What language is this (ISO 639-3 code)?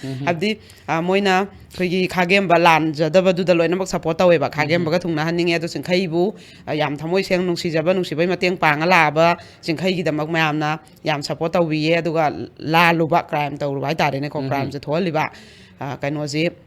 mni